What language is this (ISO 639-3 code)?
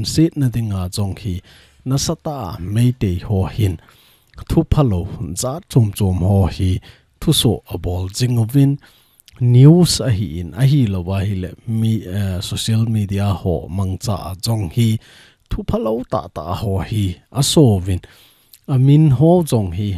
tcz